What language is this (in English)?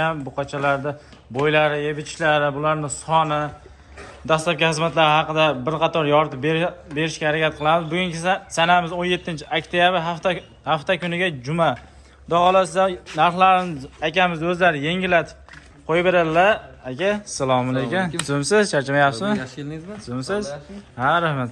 Uzbek